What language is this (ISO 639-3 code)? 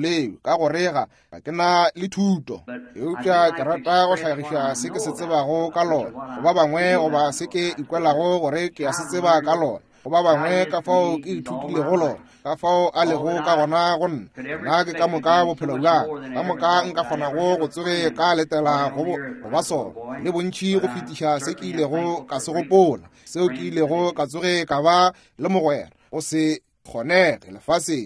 nso